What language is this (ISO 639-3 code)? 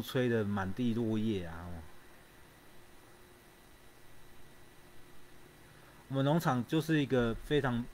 zho